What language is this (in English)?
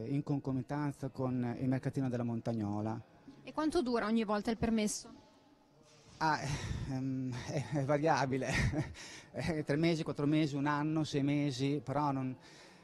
Italian